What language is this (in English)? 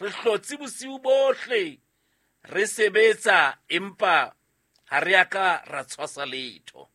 Southern Sotho